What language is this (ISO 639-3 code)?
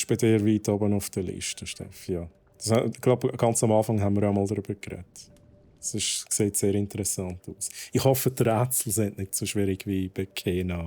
gsw